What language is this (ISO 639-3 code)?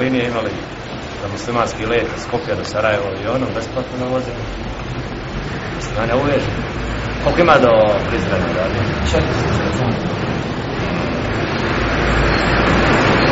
bos